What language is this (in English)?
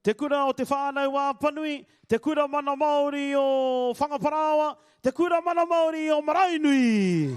Māori